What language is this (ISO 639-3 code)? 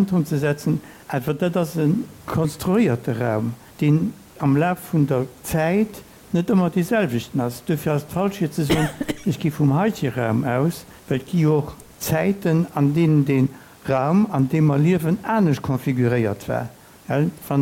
ltz